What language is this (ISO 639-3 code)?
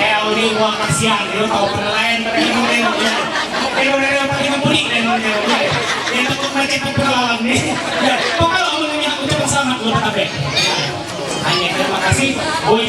mhy